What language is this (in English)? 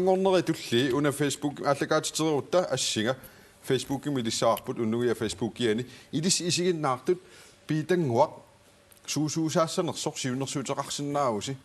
Kalaallisut